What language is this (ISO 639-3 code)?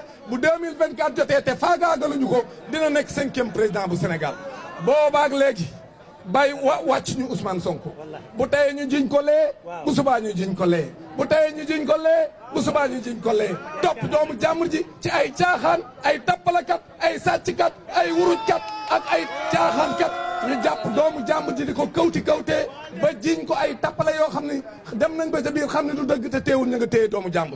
wol